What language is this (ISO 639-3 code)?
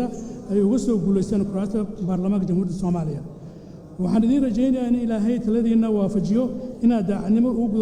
som